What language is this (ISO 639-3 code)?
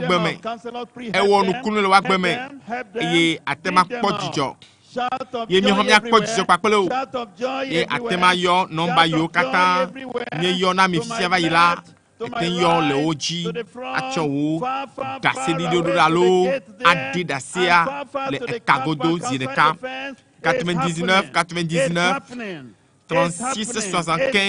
ewe